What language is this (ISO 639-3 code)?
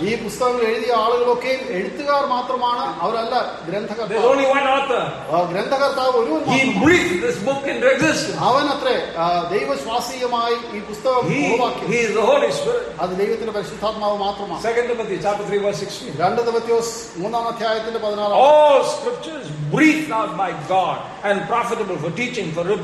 mal